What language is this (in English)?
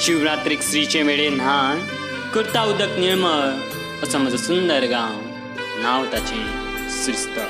Konkani